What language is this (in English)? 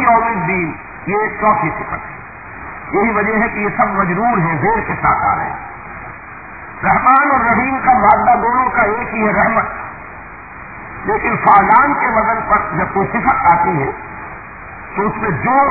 Urdu